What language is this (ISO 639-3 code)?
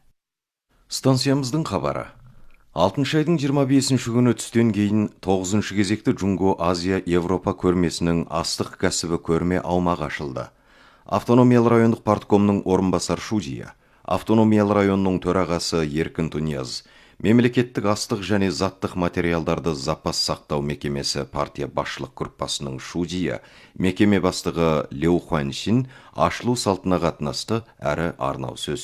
kaz